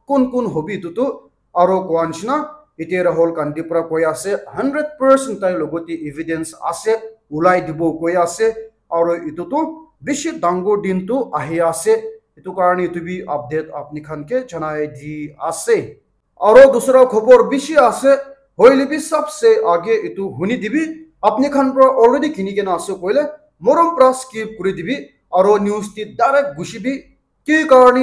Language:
Naga Pidgin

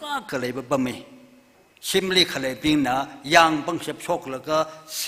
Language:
Tangkhul Naga (India)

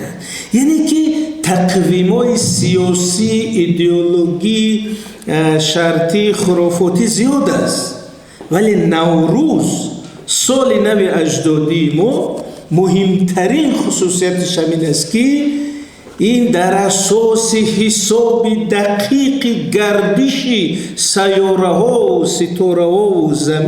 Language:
Tajik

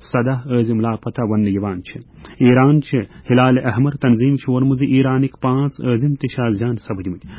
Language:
Kashmiri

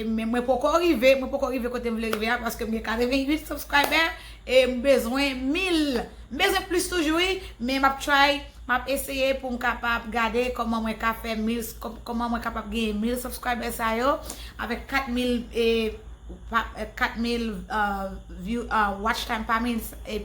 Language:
Haitian Creole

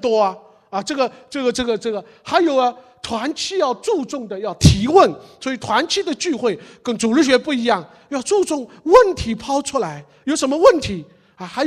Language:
Chinese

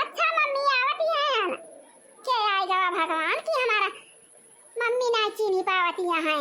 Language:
Awadhi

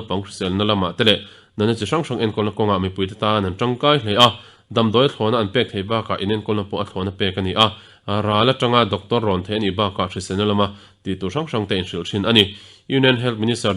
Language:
Mizo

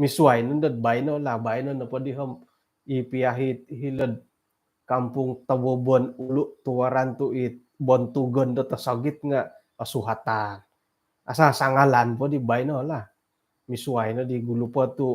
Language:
Central Dusun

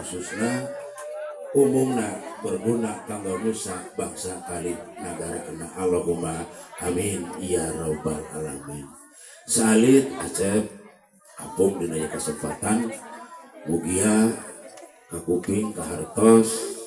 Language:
Sundanese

